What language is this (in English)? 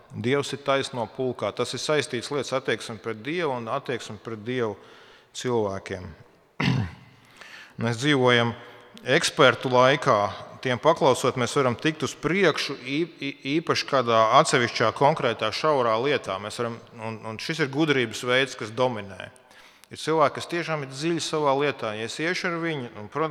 Latvian